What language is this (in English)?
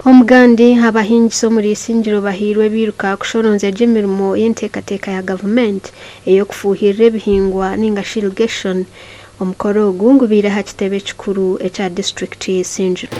Nyankole